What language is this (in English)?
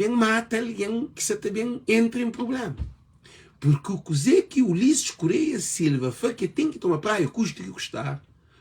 Kabuverdianu